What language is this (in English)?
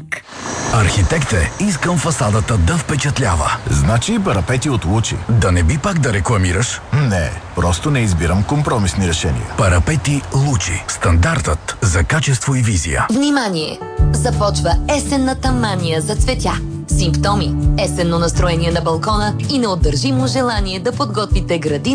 Bulgarian